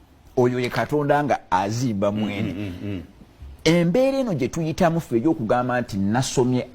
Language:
Ganda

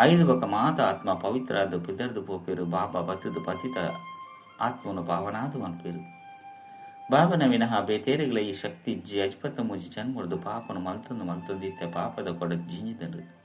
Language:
Tulu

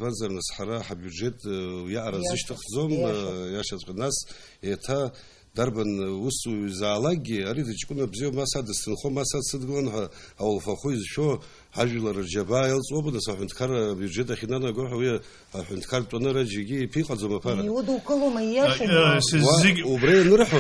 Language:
Abkhazian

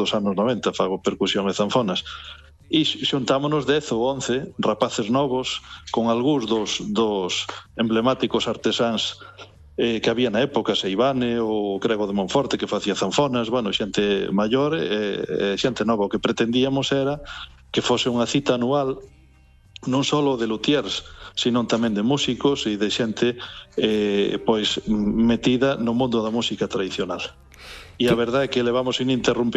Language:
Galician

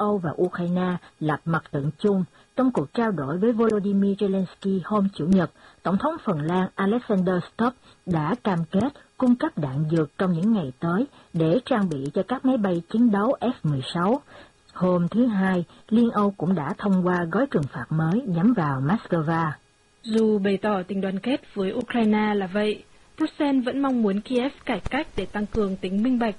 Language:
Vietnamese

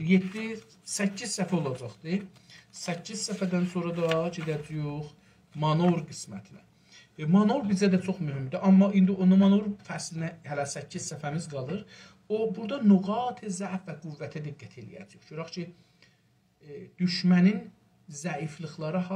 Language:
South Azerbaijani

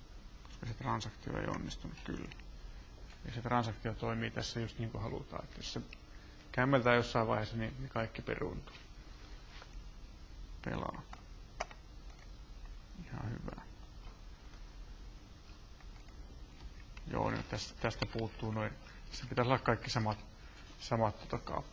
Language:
Finnish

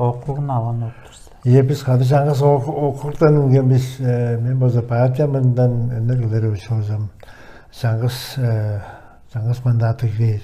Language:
Tuvinian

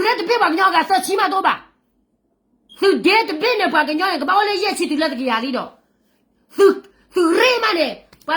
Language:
S'gaw Karen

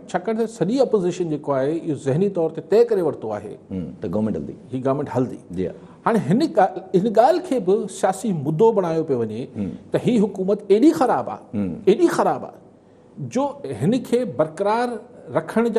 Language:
Sindhi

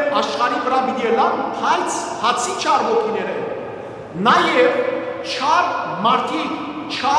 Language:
Western Armenian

